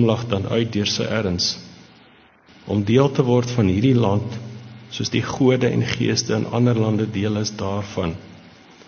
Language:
Afrikaans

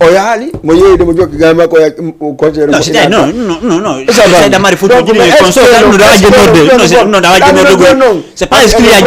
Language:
Fula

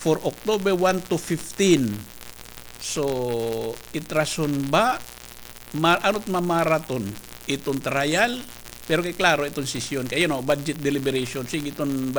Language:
Waray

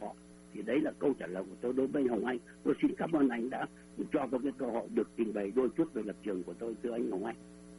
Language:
Vietnamese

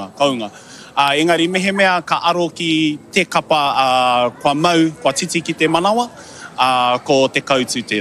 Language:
Māori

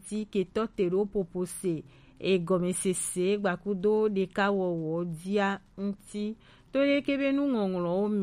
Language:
Gen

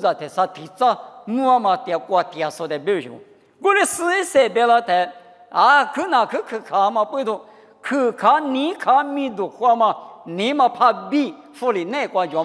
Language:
Lisu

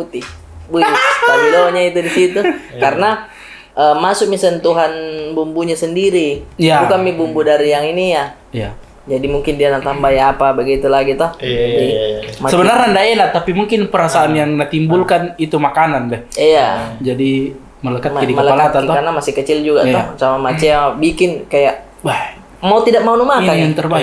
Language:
Makassar Malay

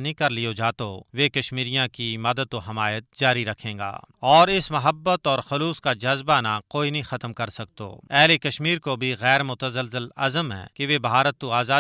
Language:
Gujari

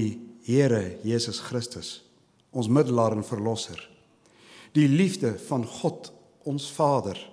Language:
Afrikaans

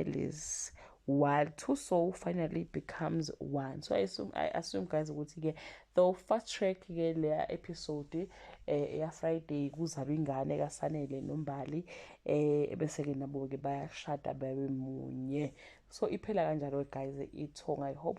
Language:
Zulu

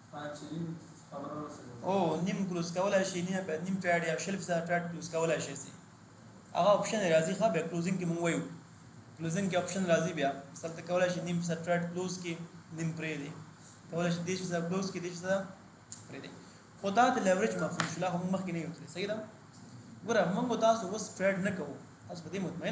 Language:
Pashto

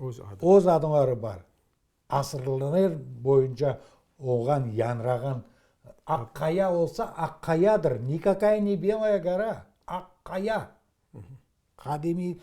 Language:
Crimean Tatar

